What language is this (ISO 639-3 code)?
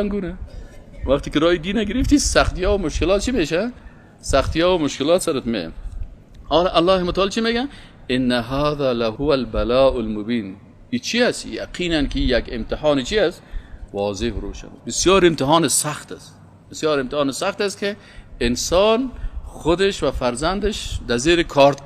fas